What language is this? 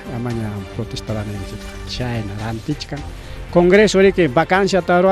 Ayacucho Quechua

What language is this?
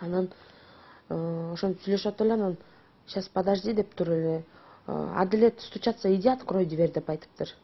Kyrgyz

